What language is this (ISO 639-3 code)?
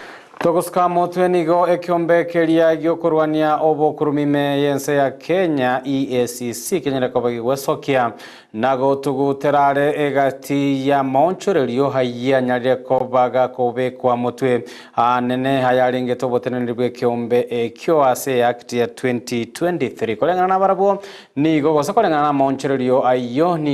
guz